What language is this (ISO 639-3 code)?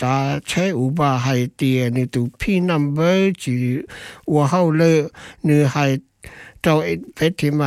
vie